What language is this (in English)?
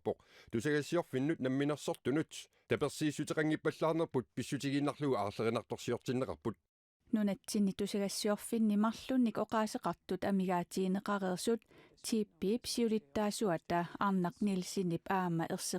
Kalaallisut